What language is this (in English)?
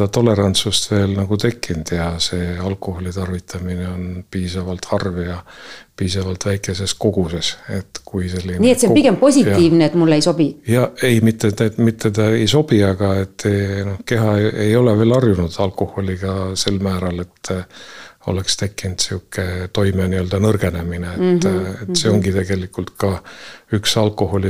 Estonian